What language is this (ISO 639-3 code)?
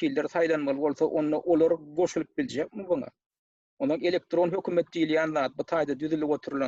tuk